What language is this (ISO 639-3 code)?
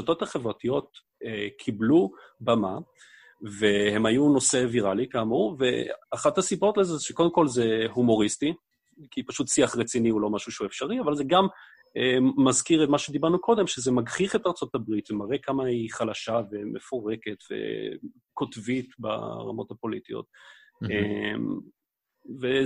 heb